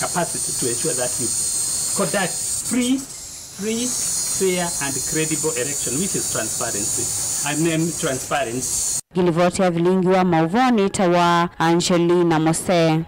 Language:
Kamba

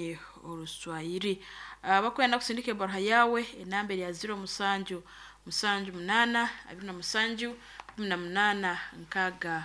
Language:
Nyankole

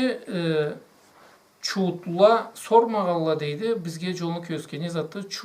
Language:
Karachay-Balkar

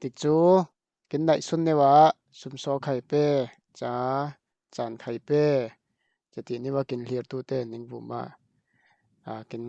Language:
Falam Chin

